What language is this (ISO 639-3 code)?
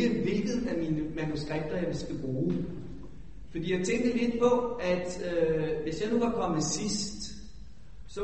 dan